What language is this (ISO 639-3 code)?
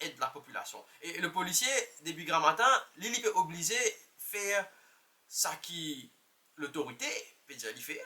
mfe